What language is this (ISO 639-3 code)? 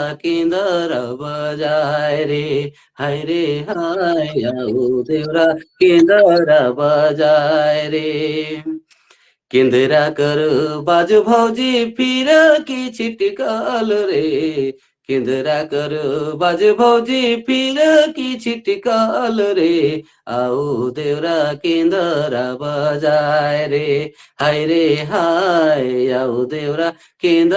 sck